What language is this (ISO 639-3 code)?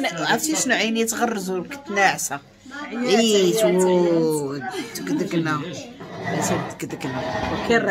ary